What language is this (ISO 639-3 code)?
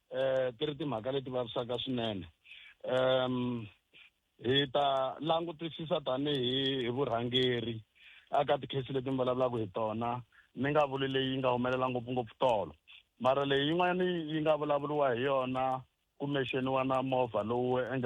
tso